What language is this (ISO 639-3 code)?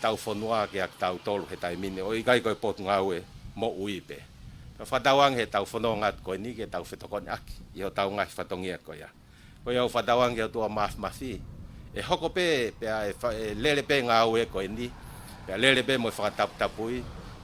ton